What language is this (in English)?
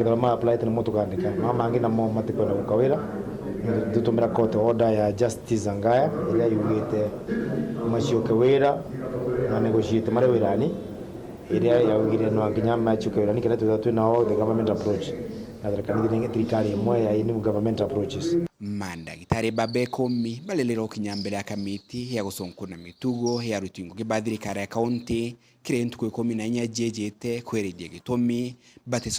Meru